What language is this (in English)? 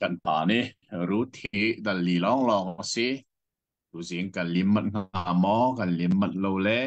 Hakha Chin